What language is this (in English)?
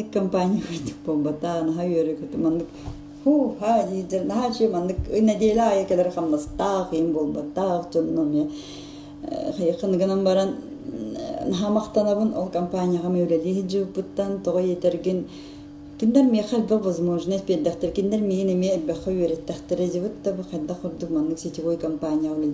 Yakut